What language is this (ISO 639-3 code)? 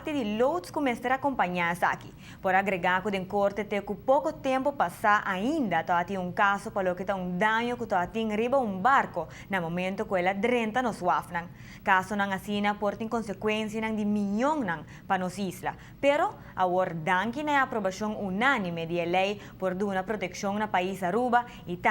pap